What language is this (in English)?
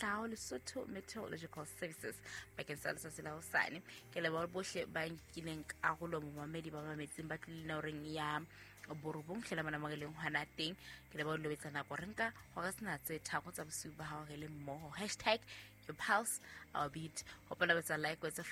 Southern Sotho